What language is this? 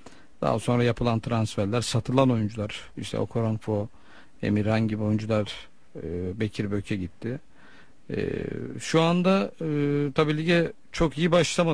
Turkish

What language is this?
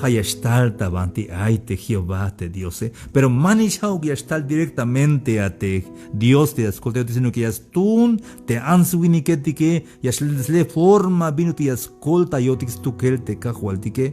Tzeltal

